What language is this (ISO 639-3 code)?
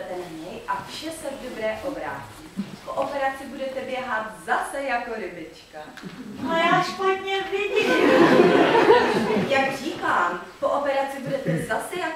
ces